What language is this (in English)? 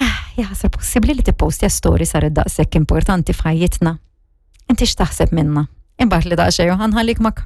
Maltese